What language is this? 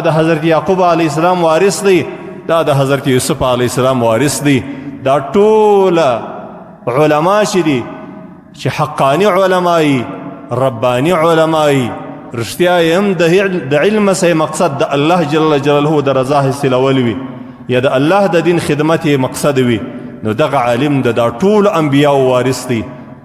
Pashto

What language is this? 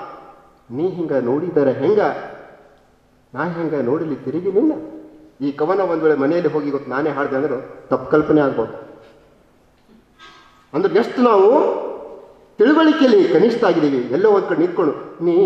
Kannada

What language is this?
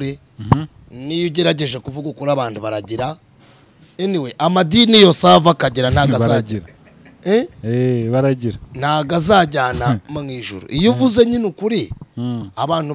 Kinyarwanda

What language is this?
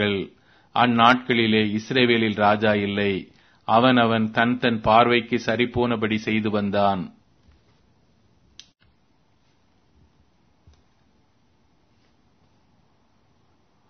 Tamil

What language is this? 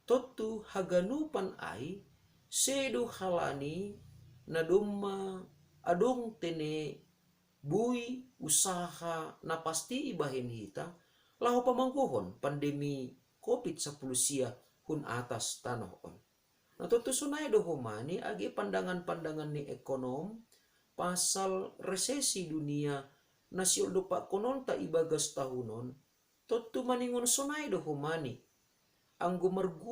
Batak Simalungun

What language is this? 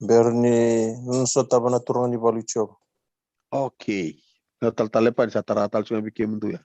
Fijian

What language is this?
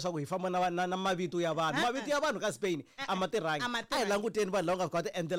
Tsonga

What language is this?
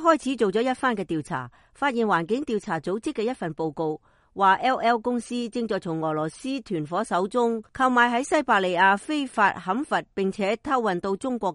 Cantonese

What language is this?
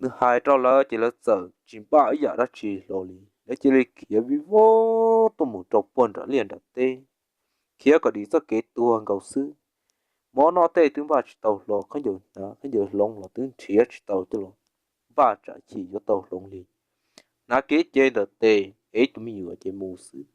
Hmong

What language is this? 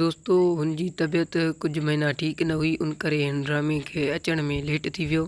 Sindhi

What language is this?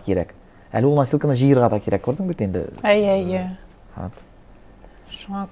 Tatar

